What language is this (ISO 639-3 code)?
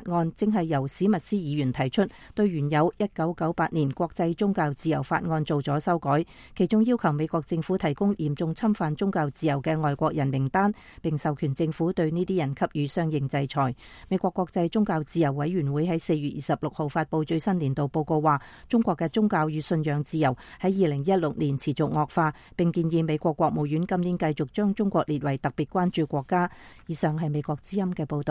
yue